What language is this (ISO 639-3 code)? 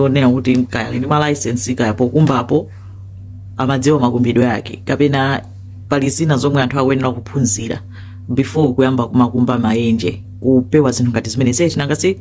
nya